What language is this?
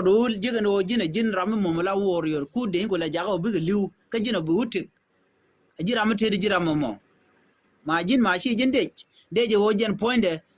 Nuer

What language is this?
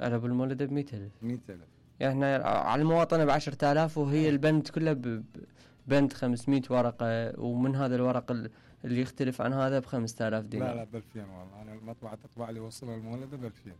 Mesopotamian Arabic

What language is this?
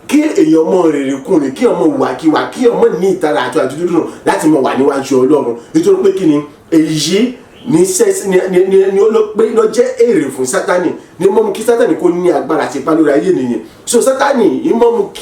Yoruba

